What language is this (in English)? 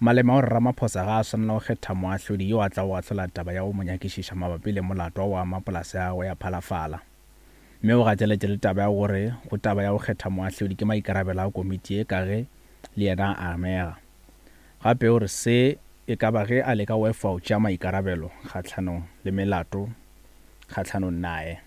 Northern Sotho